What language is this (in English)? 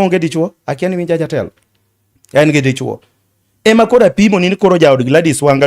Luo (Kenya and Tanzania)